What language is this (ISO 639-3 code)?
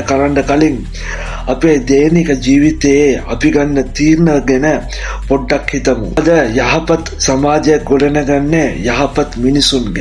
sin